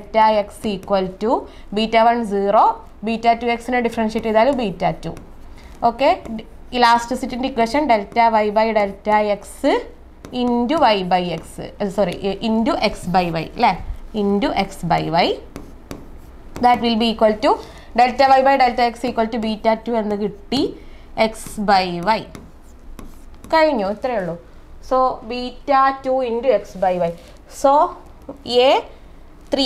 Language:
Malayalam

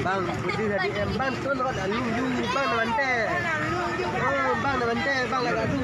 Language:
Achinese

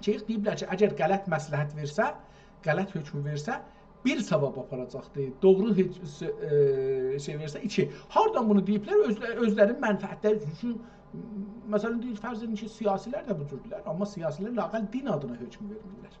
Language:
South Azerbaijani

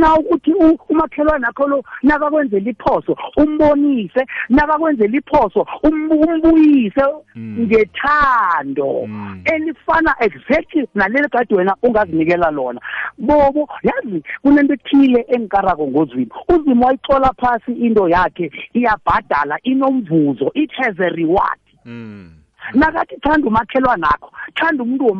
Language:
South Ndebele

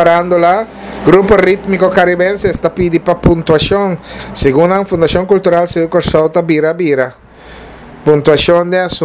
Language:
Papiamento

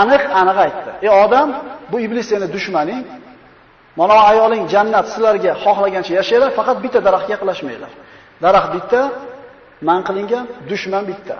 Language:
Uzbek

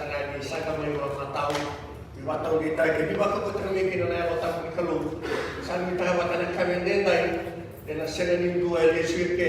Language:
Fijian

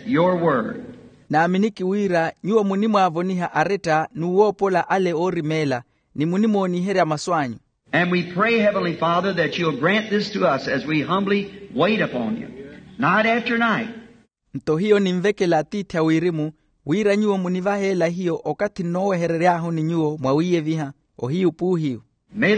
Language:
Makhuwa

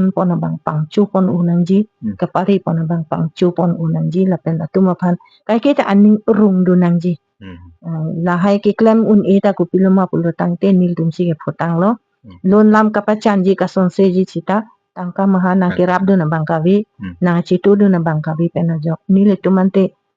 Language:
Karbi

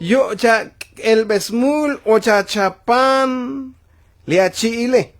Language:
Tzotzil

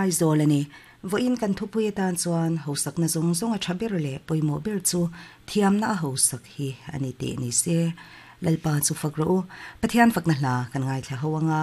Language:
Mizo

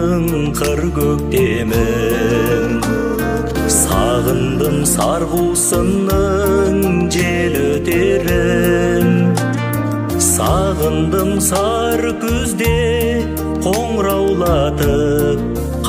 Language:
Kazakh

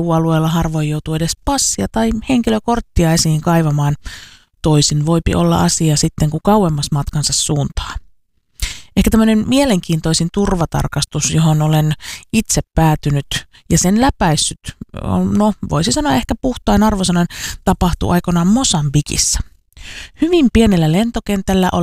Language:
Finnish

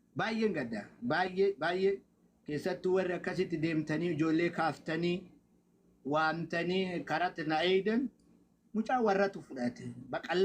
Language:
Oromo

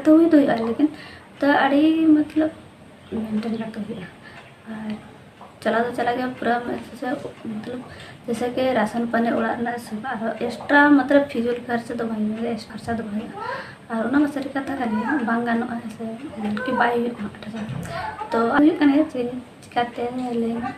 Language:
Santali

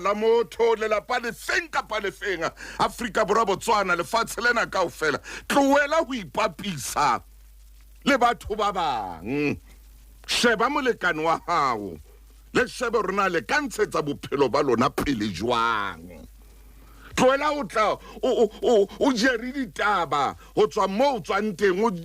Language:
Southern Sotho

